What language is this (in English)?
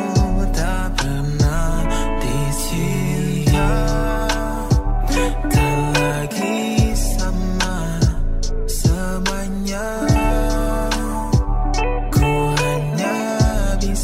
Indonesian